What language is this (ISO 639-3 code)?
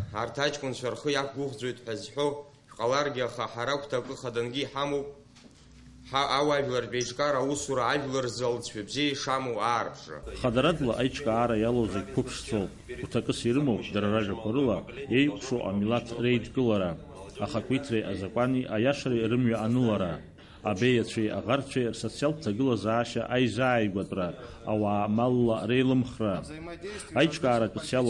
abk